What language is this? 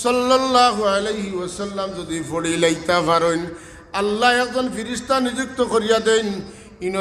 Sylheti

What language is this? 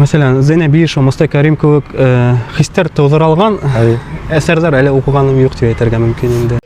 Bashkir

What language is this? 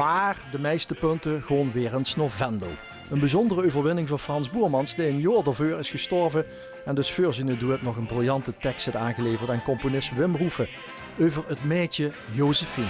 Limburgish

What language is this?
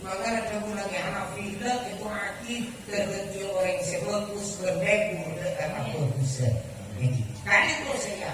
Madurese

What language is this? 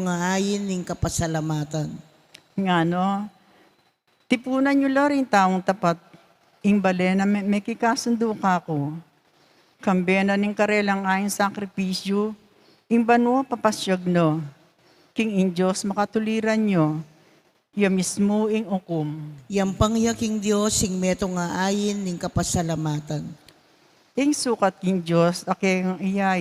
Pampanga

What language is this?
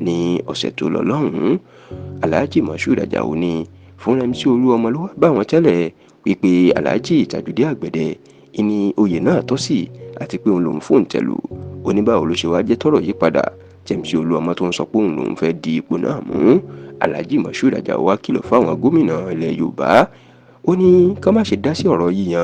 Yoruba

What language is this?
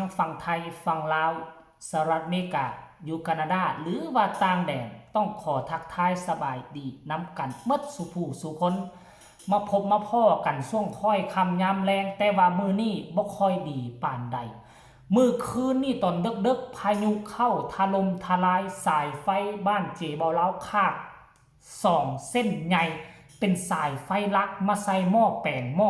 Northeastern Thai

